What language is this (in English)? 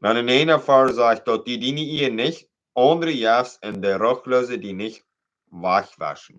Plautdietsch